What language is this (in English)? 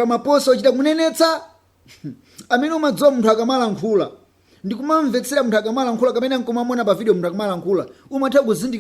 Nyanja